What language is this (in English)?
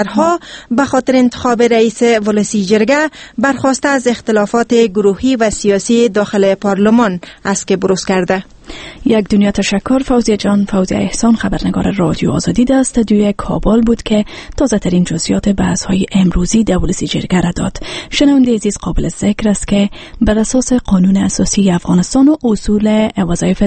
Persian